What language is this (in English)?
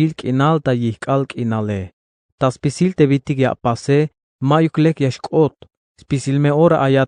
Tzeltal